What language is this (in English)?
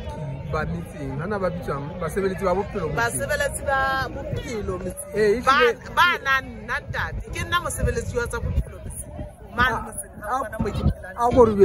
Southern Sotho